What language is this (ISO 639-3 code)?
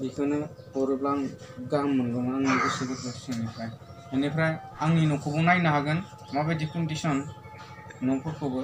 brx